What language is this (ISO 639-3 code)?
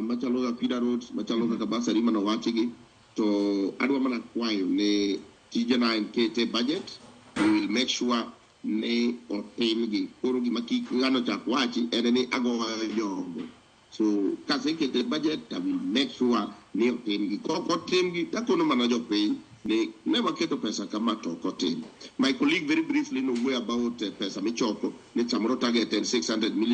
luo